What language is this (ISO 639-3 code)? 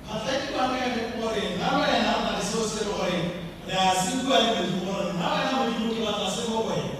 tsn